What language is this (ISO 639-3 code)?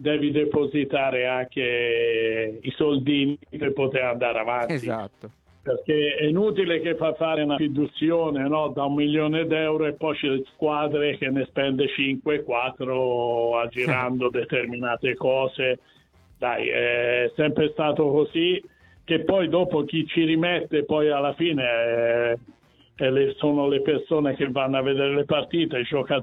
ita